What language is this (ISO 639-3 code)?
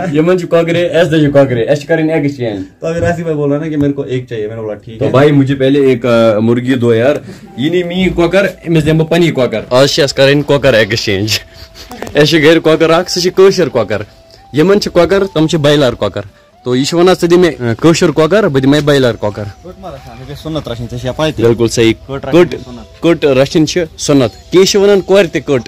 kas